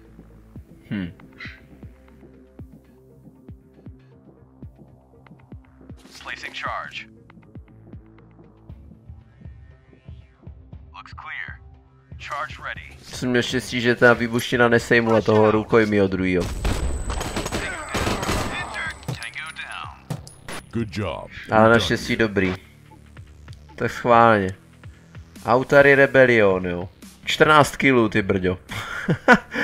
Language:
Czech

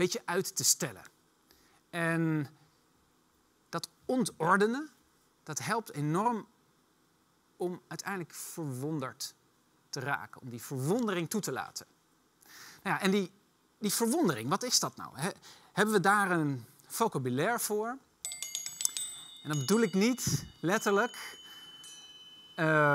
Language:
Dutch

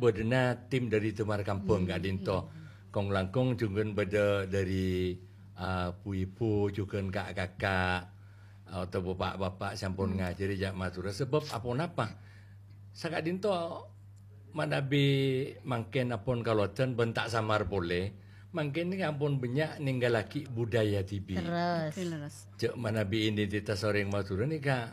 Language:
Madurese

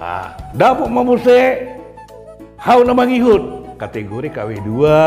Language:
Batak Toba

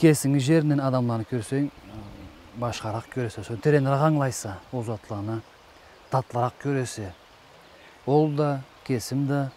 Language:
Karachay-Balkar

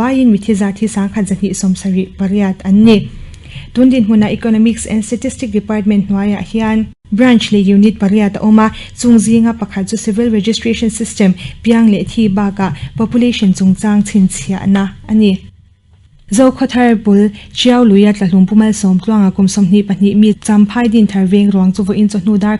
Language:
Mizo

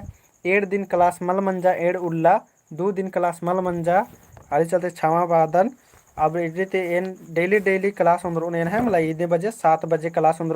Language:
Kurukh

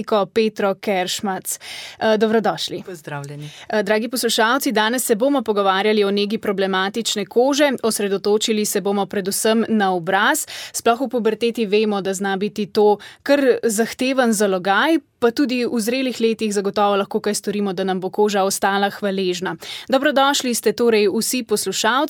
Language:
Slovenian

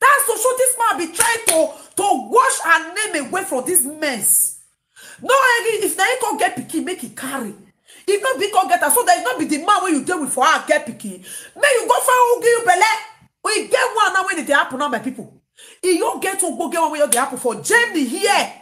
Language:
Nigerian Pidgin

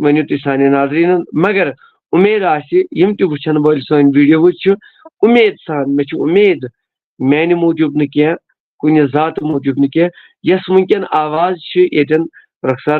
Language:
Kashmiri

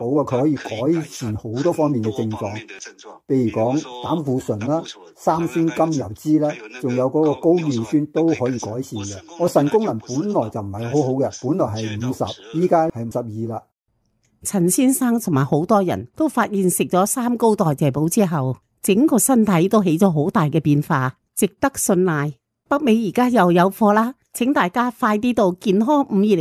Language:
Cantonese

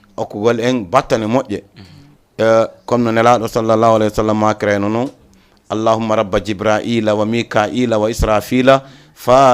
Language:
Fula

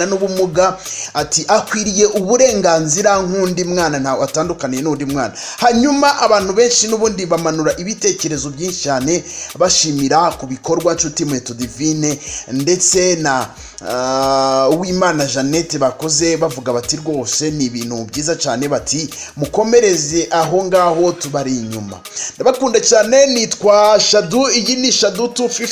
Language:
Kinyarwanda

